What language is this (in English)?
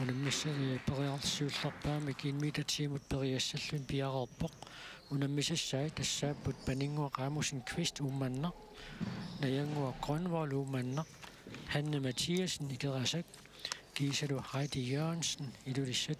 Kalaallisut